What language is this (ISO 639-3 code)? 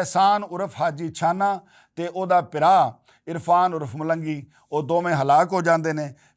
lah